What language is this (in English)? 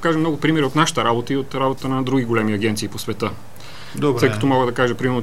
Bulgarian